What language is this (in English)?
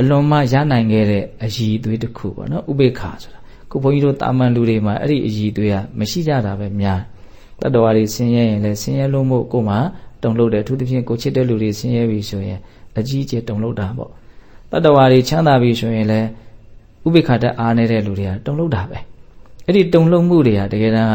Burmese